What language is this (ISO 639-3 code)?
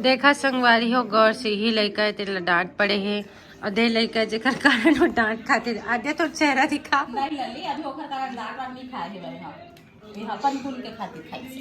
hne